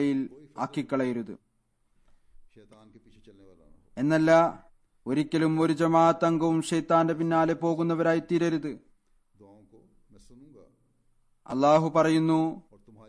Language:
Malayalam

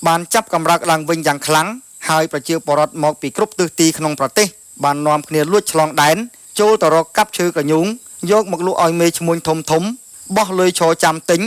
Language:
Khmer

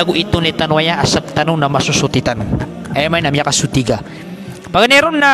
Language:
Maranao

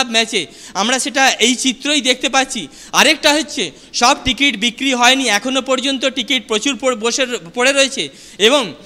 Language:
Bangla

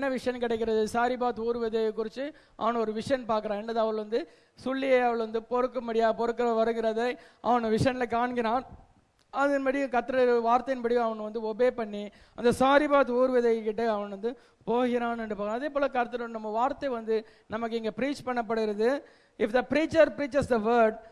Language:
Tamil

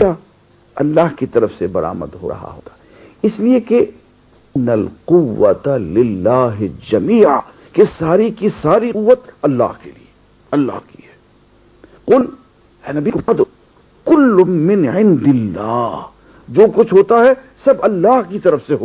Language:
Urdu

